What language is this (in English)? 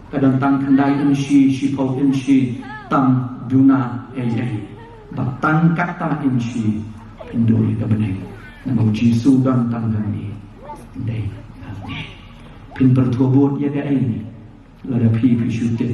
Khasi